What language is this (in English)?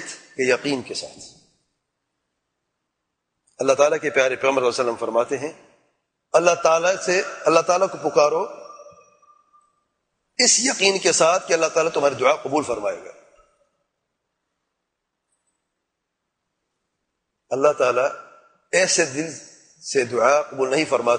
Urdu